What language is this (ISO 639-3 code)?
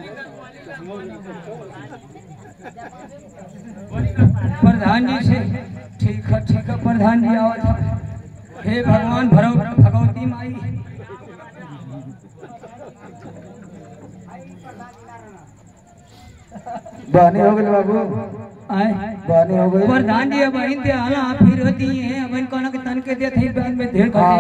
bho